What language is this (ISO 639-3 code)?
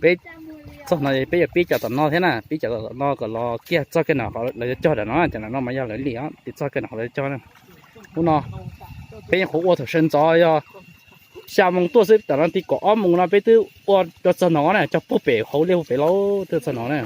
hmn